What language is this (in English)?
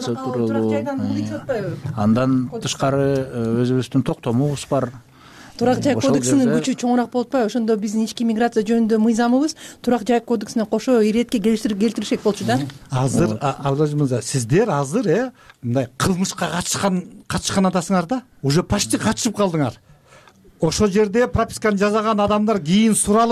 Kyrgyz